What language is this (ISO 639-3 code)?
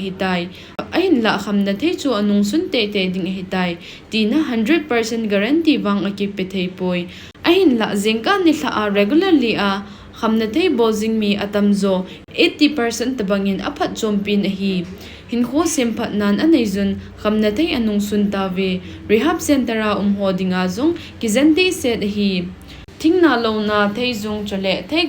tcz